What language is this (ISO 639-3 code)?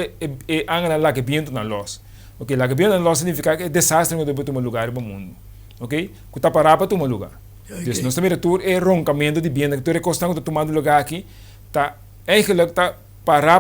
pap